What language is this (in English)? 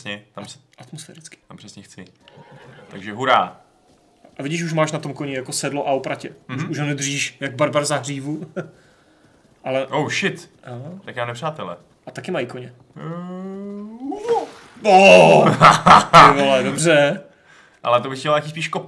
Czech